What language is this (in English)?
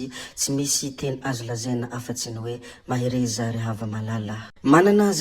Malagasy